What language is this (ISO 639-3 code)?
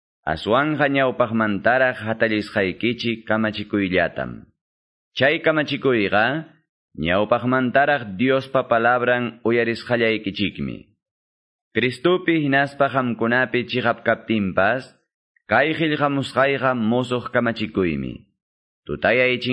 que